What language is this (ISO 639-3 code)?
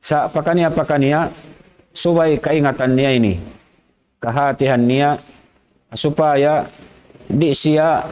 tsg